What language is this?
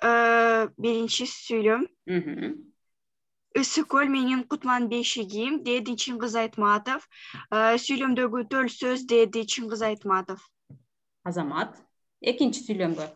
Kyrgyz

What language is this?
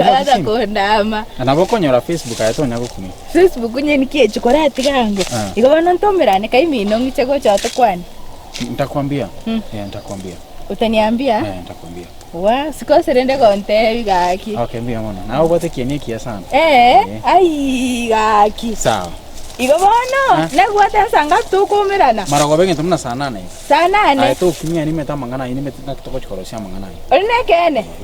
Gusii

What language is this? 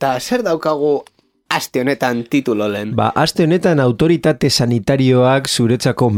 Basque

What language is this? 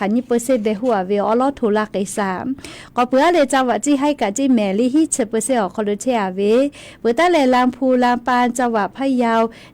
Lahu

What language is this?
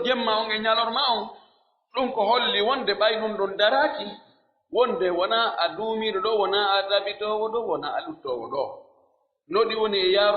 Pular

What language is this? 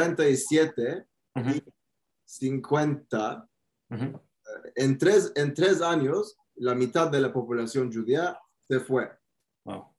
Ladino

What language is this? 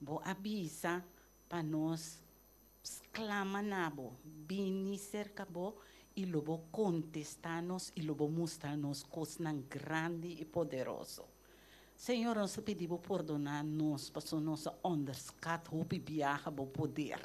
Papiamento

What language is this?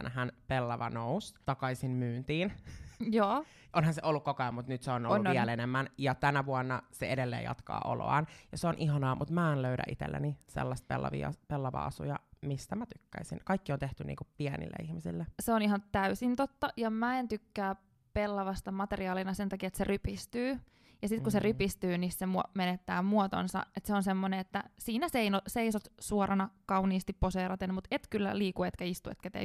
Finnish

